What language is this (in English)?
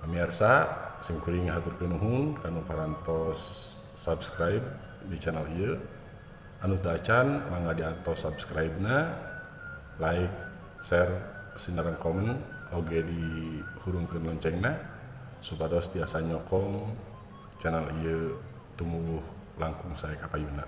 Sundanese